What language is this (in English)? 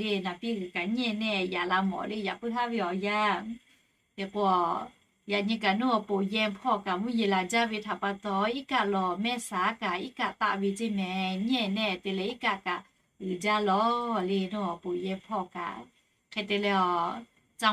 Lahu